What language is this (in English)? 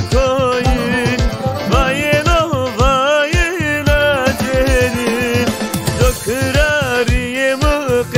Zaza